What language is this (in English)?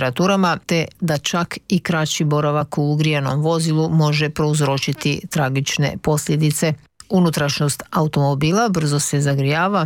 Croatian